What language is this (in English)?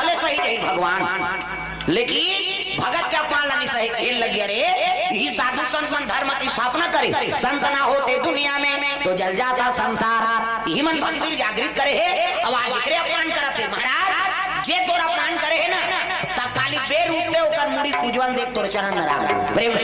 Chhattisgarhi